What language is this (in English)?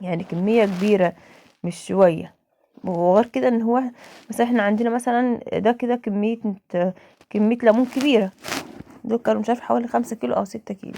Egyptian Arabic